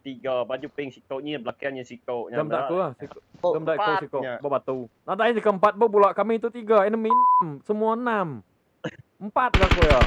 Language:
Iban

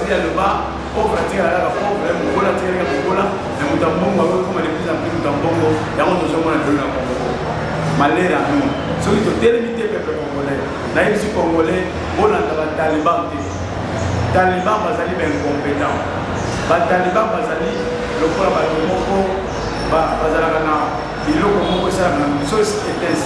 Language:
Lingala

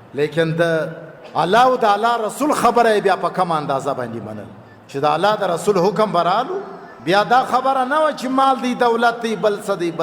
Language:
Pashto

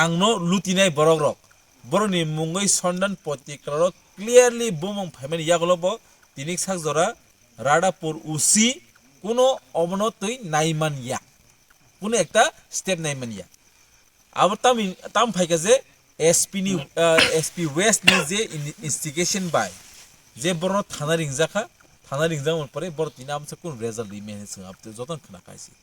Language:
Kok Borok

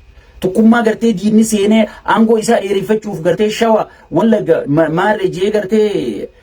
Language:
Oromo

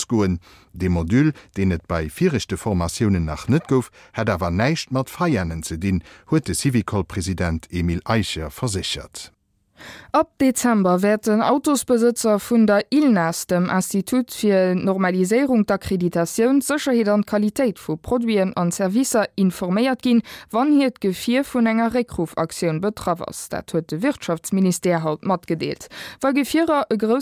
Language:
Luxembourgish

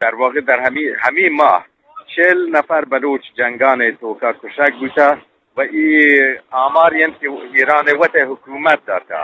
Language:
Eastern Balochi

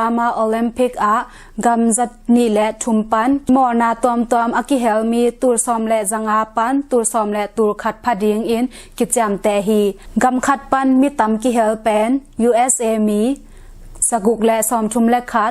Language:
Tedim Chin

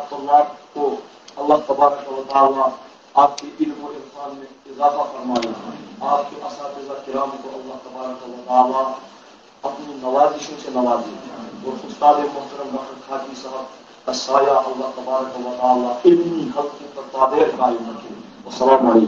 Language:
Urdu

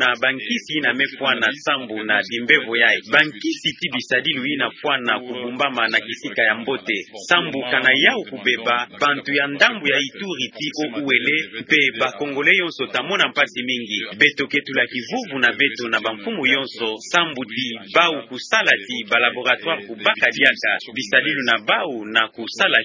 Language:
Kituba (Democratic Republic of Congo)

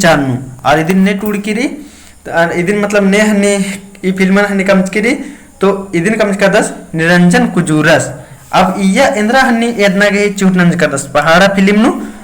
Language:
Kurukh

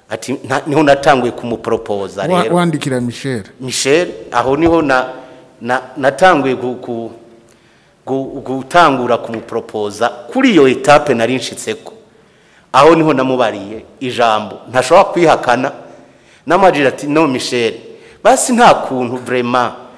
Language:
Rundi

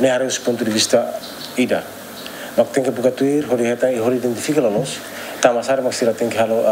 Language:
Tetum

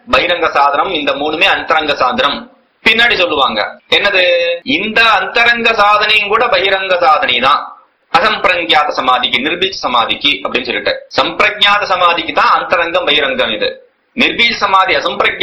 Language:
Tamil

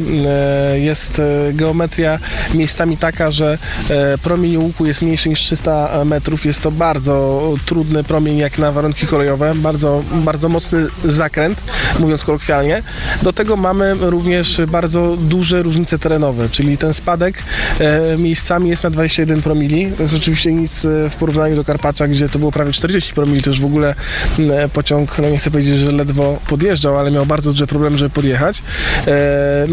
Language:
Polish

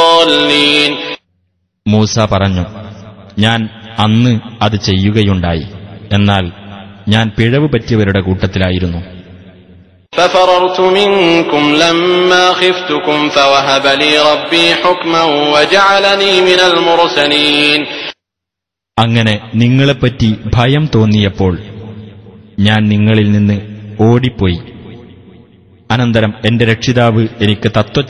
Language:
Malayalam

